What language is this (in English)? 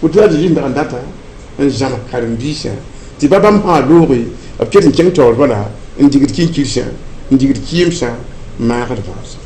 Mossi